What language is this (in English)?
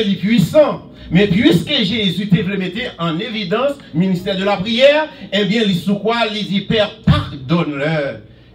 French